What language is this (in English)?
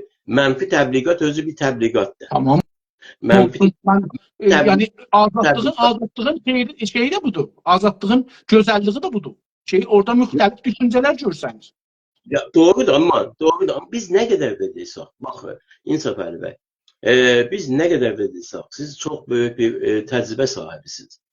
South Azerbaijani